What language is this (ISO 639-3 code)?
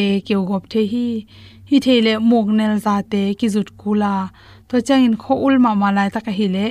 ctd